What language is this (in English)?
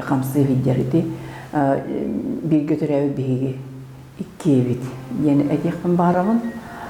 Yakut